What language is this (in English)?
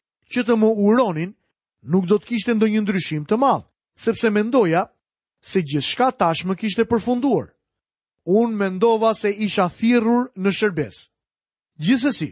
Albanian